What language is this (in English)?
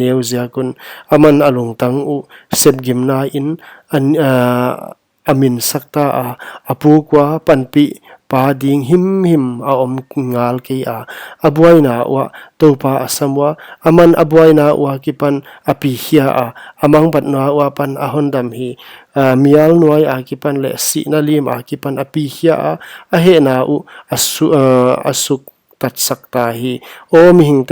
Paite Chin